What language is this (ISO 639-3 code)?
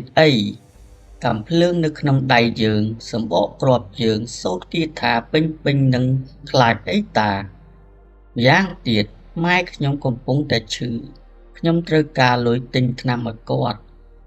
khm